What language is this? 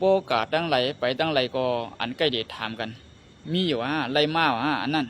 Shan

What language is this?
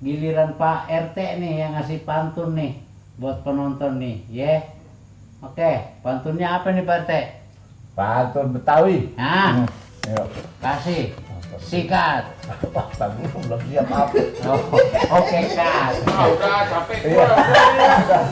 Betawi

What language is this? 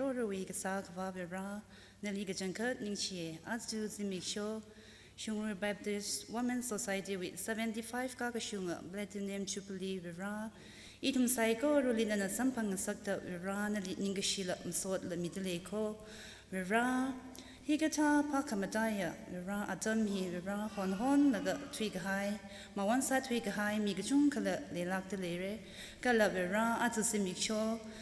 Tangkhul Naga (India)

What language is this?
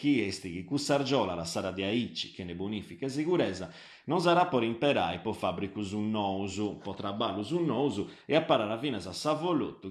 Sardinian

